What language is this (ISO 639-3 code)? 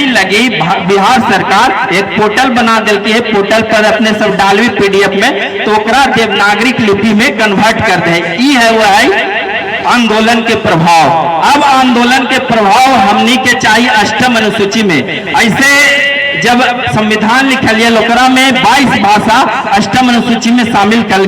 mag